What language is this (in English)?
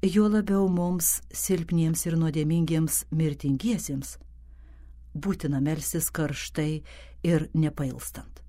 Lithuanian